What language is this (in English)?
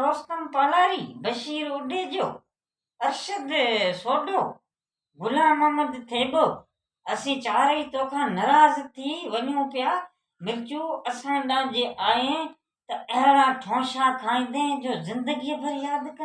Sindhi